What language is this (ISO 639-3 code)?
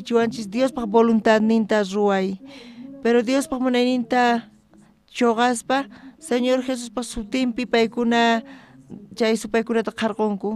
quh